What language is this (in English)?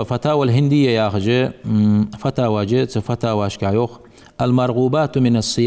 Ingush